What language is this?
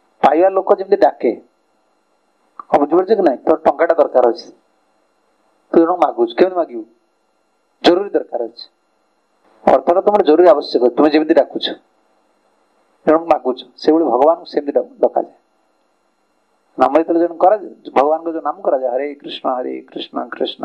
Odia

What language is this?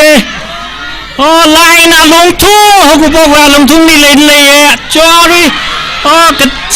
Tangkhul Naga (India)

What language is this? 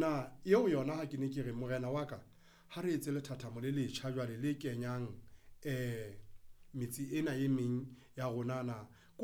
Southern Sotho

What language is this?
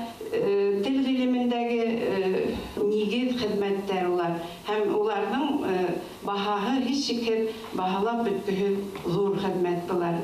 Bashkir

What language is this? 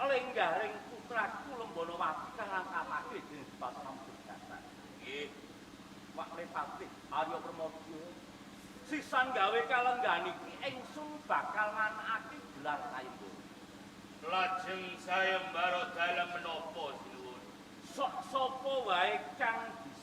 Javanese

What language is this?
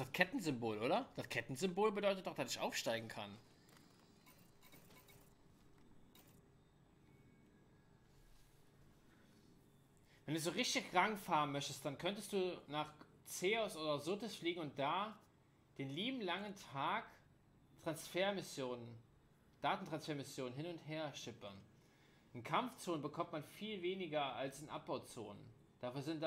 German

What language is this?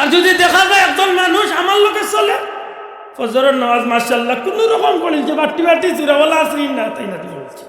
Sylheti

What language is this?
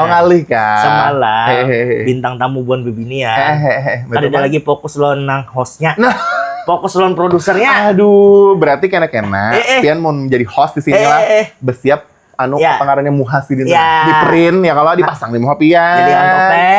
Banjar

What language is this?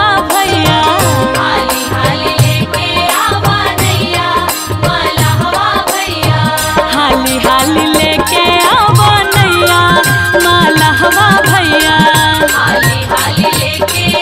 Bhojpuri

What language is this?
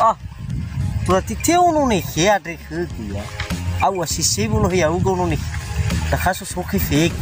Nias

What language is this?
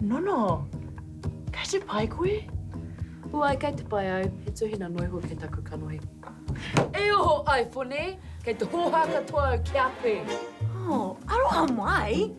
Māori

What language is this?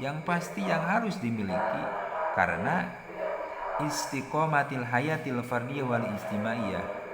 Sundanese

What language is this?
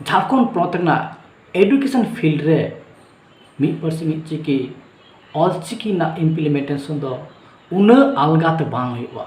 Santali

